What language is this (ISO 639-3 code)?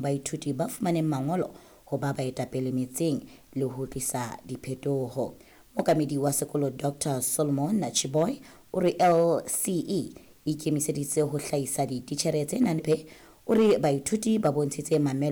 sot